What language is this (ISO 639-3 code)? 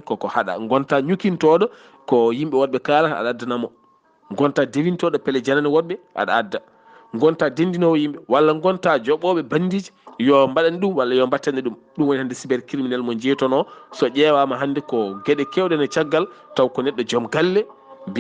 ful